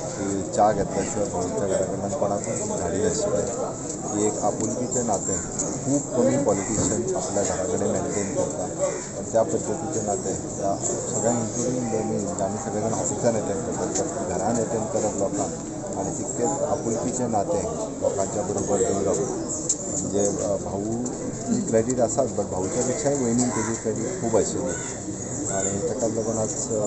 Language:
Konkani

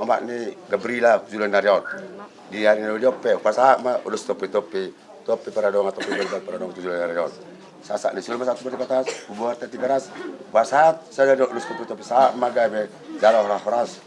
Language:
Batak Toba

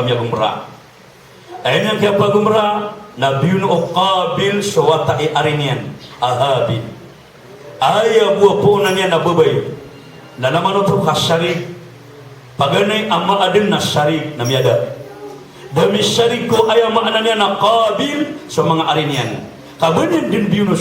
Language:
Maranao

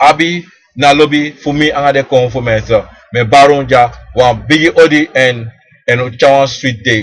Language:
Sranan Tongo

